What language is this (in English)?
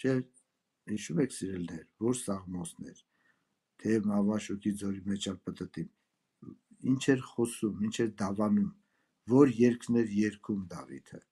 Armenian